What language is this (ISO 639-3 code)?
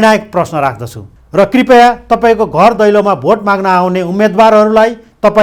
nep